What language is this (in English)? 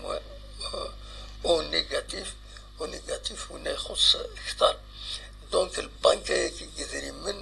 Kabyle